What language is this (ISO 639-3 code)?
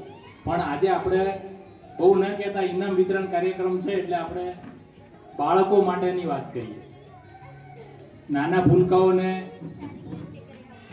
guj